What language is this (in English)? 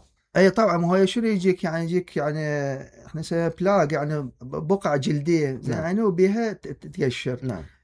Mesopotamian Arabic